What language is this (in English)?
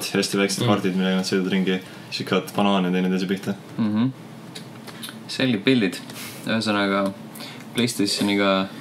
Estonian